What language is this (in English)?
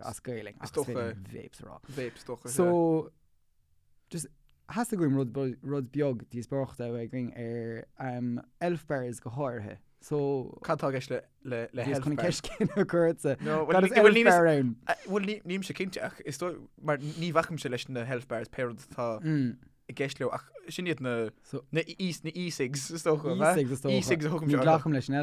Irish